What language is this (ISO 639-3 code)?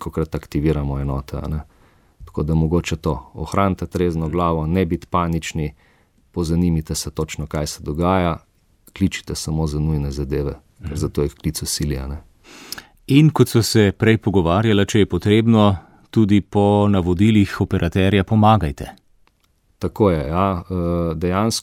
slv